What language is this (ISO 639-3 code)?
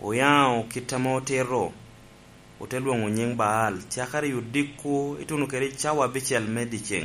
laj